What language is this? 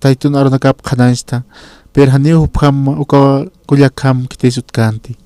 Aymara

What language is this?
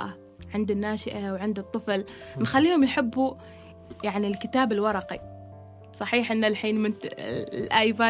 Gulf Arabic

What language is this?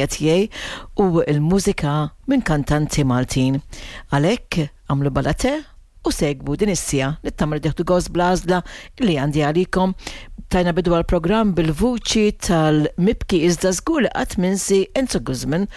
Maltese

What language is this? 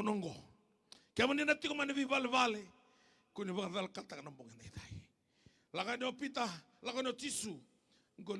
Fijian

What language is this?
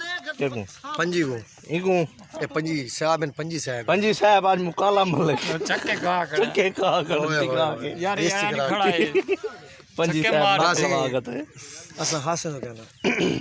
Saraiki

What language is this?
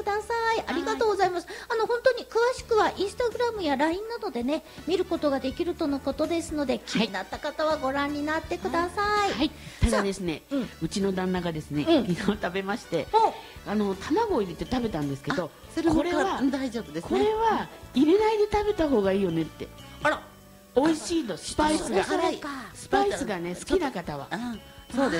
Japanese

